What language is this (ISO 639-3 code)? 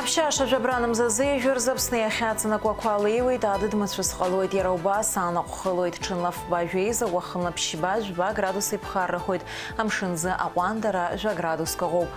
abk